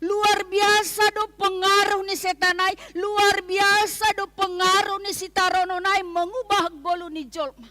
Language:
Batak Simalungun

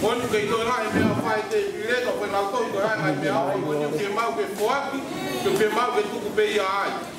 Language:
Tongan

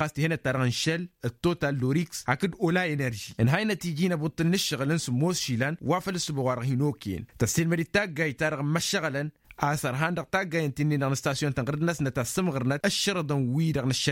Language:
Tamasheq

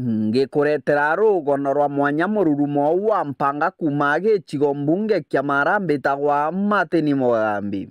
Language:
Meru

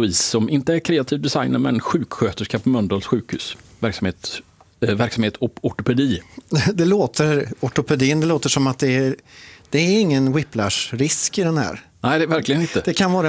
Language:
Swedish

